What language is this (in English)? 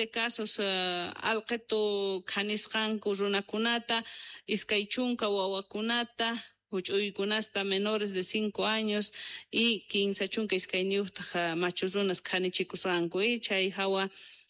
South Bolivian Quechua